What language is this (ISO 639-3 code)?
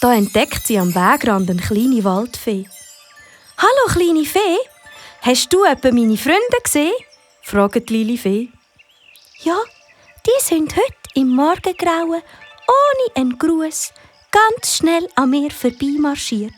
gsw